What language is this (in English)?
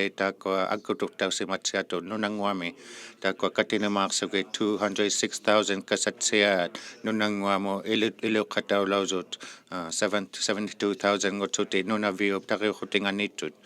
Inuktitut